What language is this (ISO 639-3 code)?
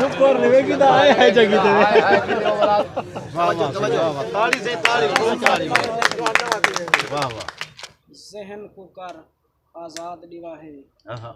skr